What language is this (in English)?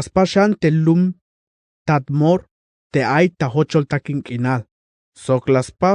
Tzeltal